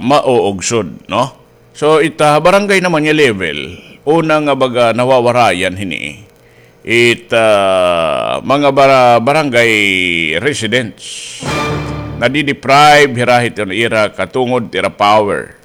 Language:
Waray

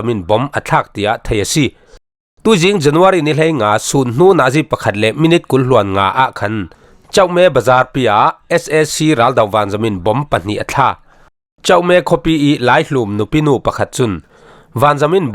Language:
Falam Chin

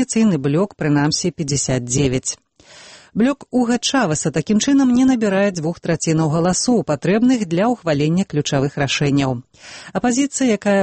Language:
Belarusian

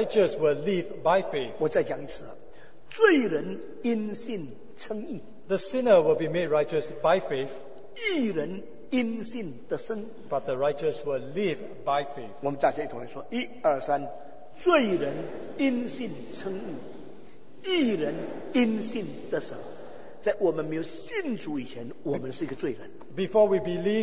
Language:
Chinese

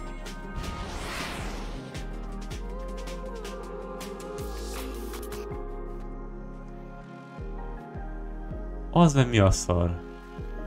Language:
Hungarian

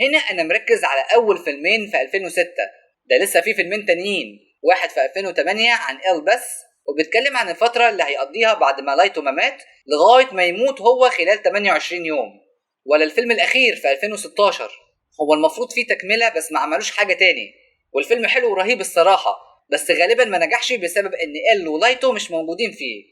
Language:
Egyptian Arabic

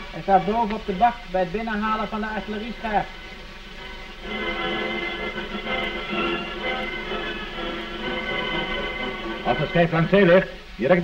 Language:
Dutch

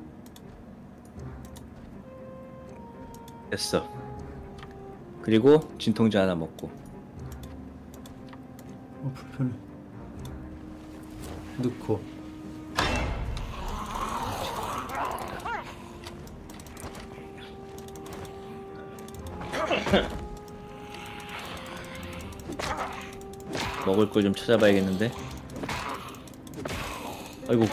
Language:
Korean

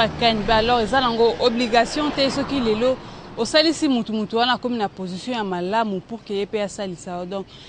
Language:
Lingala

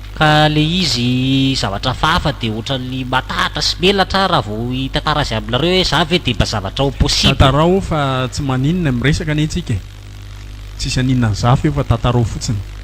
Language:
Malagasy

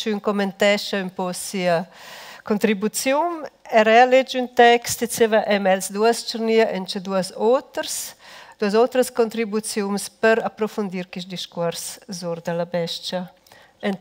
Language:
Romansh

